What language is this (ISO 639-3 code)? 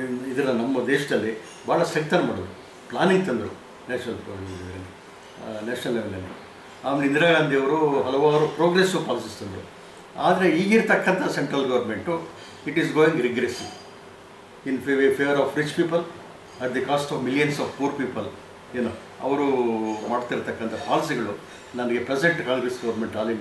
kan